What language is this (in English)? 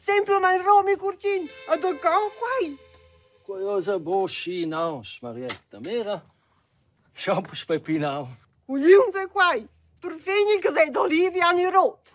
Romansh